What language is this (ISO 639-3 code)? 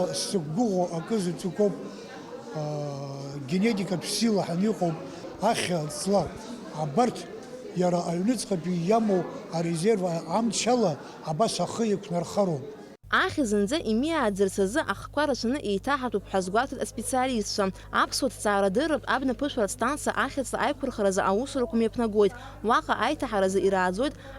abk